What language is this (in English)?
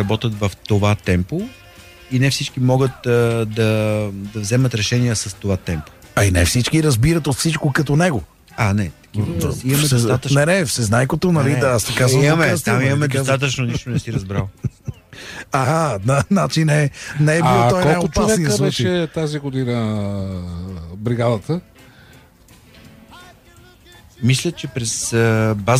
Bulgarian